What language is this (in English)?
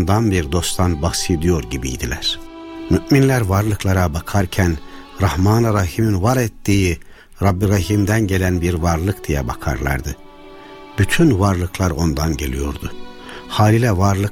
Turkish